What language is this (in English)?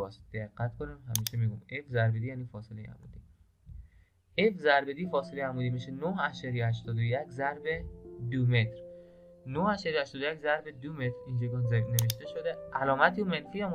Persian